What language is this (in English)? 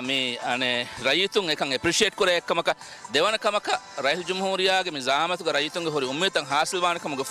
Divehi